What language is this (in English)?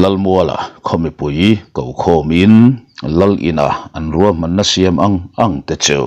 Mizo